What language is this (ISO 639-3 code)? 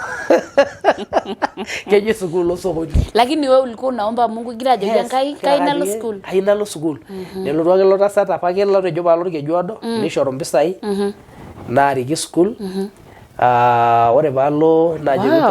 mas